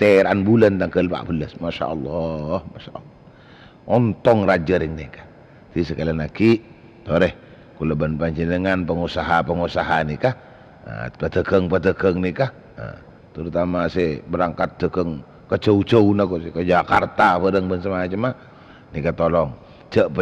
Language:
Madurese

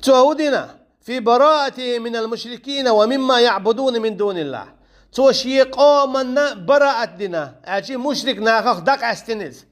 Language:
Chechen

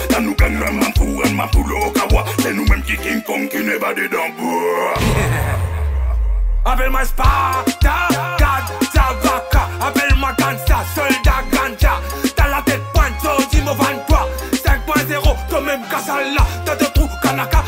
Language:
French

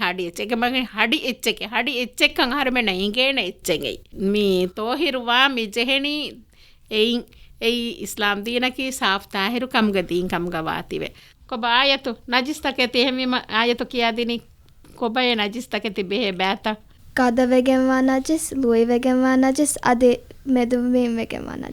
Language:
Divehi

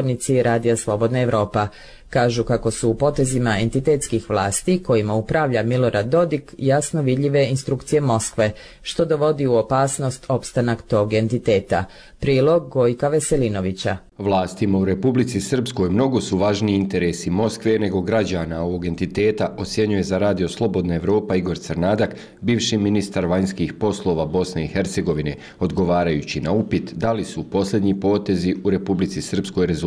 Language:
Bosnian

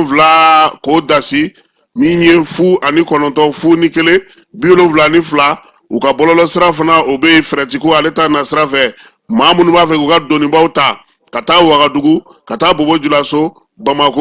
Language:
Bambara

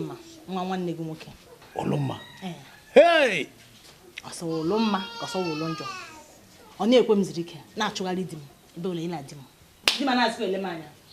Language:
Igbo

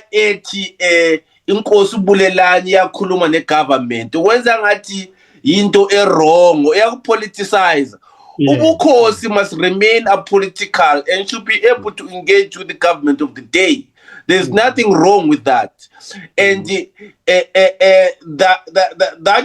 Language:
Zulu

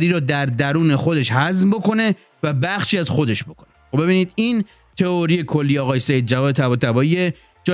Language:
Persian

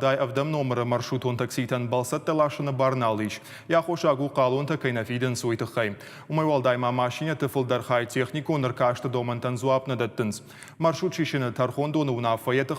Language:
Ossetic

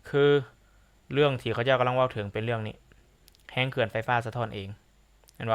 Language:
Lao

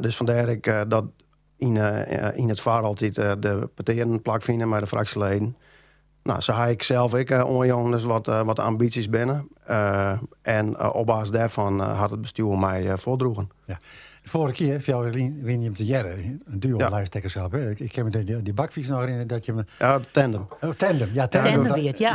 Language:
Western Frisian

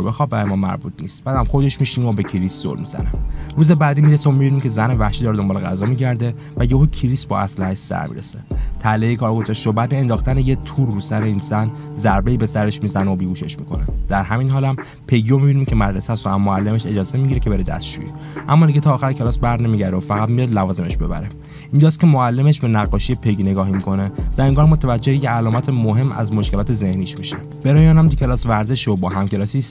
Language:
Persian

